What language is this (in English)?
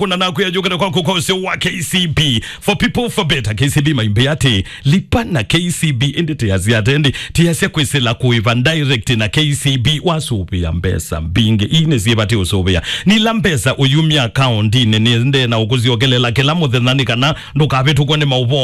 Kamba